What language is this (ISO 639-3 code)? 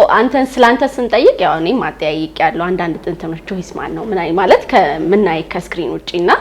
amh